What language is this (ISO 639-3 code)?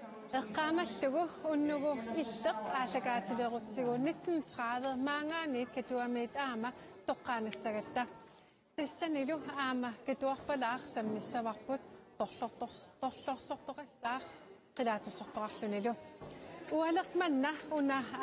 kal